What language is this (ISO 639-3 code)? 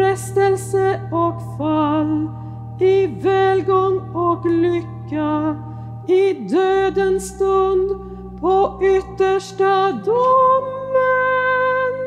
swe